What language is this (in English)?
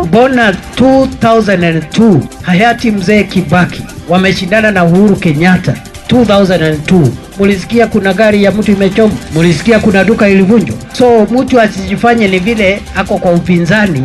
Swahili